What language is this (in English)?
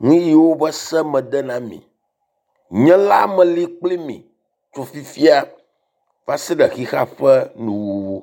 Ewe